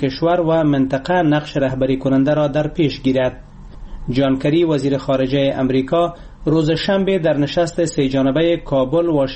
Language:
Persian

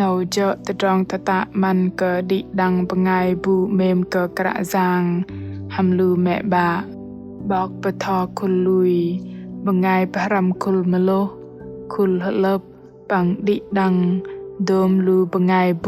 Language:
Bahnar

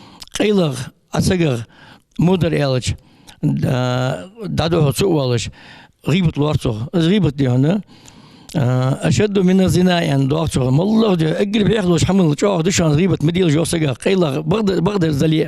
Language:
Ingush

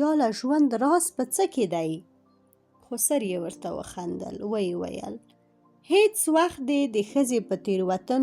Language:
Pashto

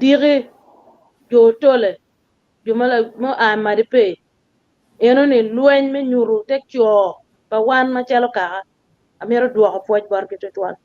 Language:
Acoli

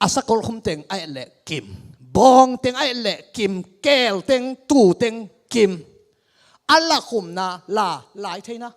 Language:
Tedim Chin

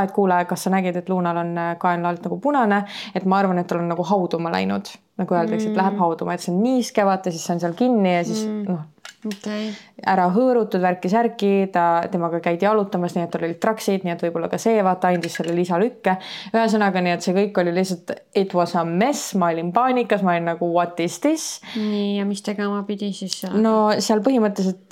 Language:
Estonian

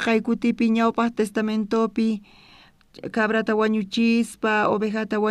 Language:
South Bolivian Quechua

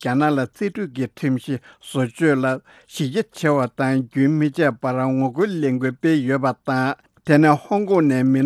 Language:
Tibetan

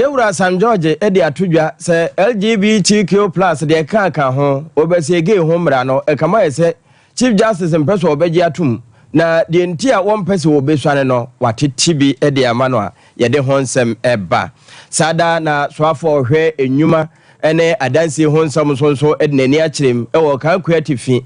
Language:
Akan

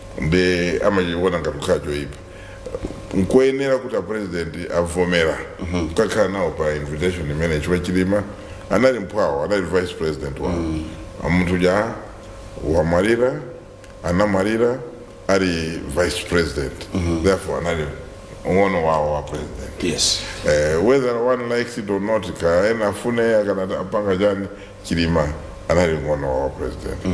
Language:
Nyanja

